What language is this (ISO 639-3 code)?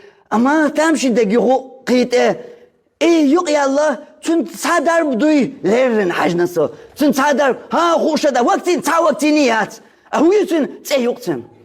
che